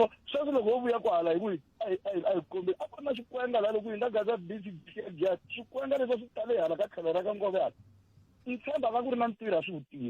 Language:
Tsonga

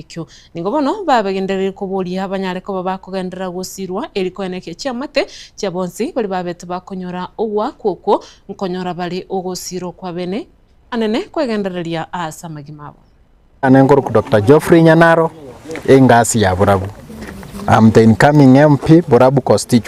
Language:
Gusii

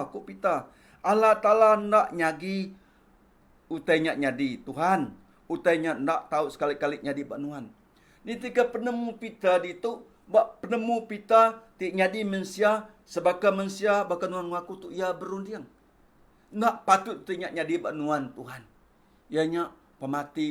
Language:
Iban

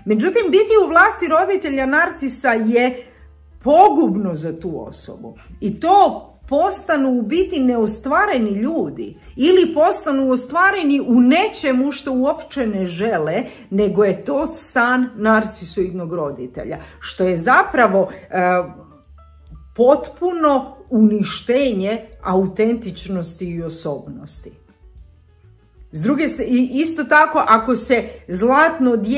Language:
Croatian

